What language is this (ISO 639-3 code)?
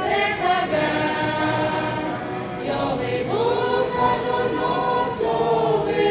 lhu